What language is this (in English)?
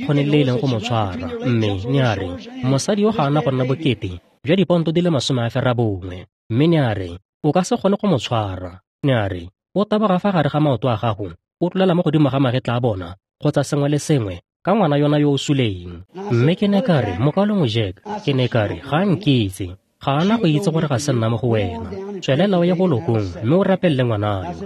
Tswana